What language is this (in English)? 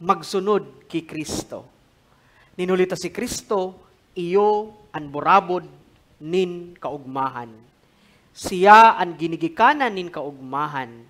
Bikol